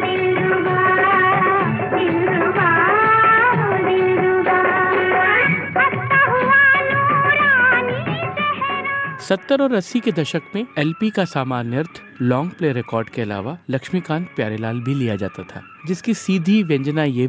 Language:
Hindi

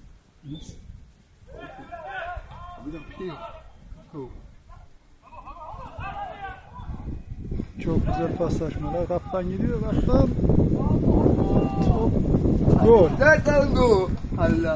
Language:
Turkish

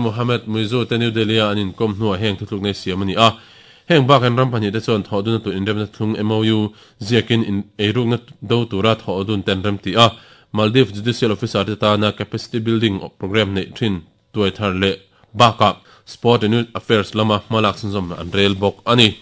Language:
Mizo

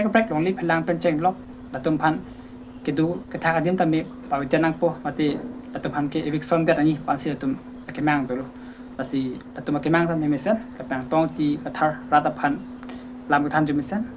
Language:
Karbi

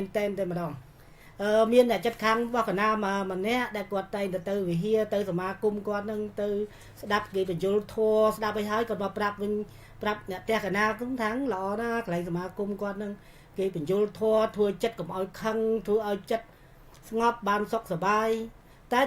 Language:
Khmer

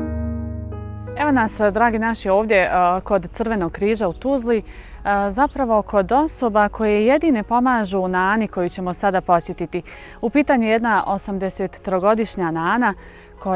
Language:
Bosnian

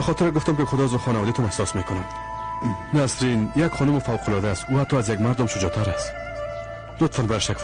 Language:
Persian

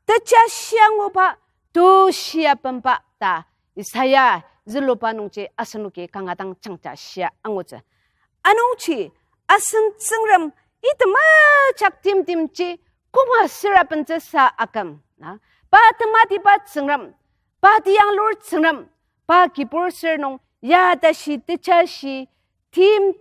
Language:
Ao Naga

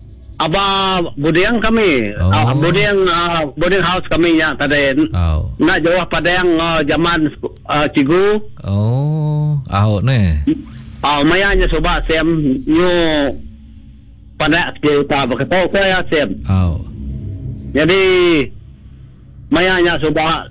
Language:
Malay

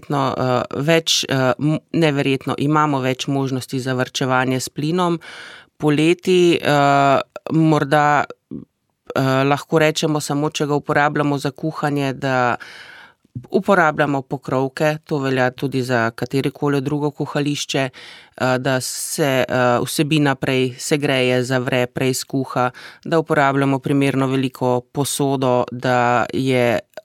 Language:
Slovenian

